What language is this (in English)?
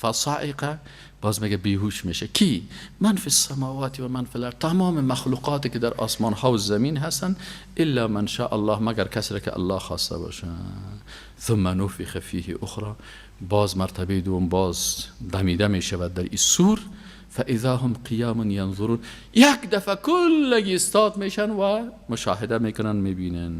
Persian